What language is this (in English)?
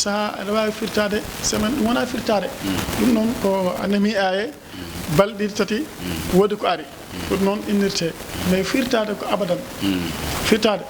Fula